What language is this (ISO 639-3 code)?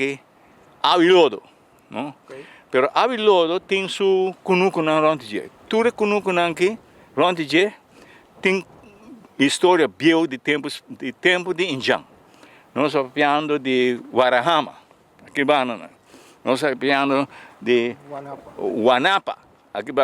pap